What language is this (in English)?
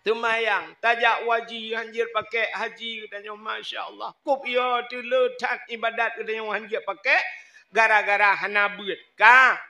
Achinese